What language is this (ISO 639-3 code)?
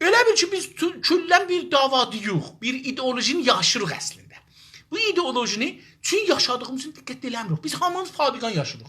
azb